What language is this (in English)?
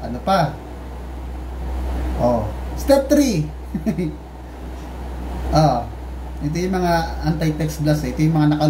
Filipino